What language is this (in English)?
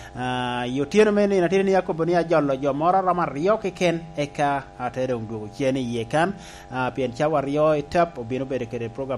Lango (Uganda)